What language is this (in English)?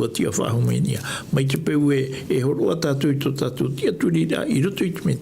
Tahitian